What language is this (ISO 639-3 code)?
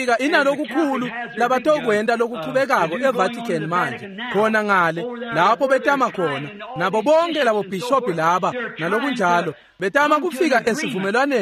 ssw